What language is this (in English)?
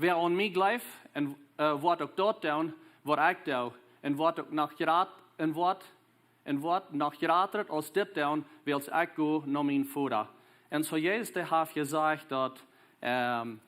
Plautdietsch